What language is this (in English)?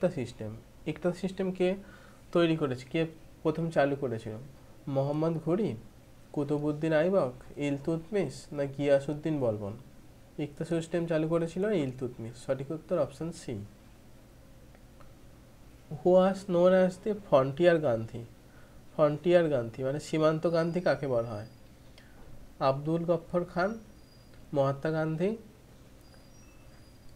Bangla